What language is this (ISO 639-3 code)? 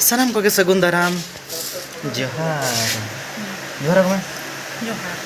sat